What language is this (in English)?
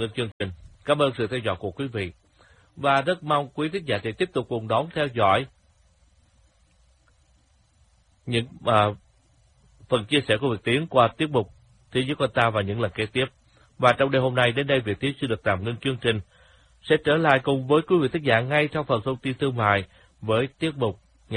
Vietnamese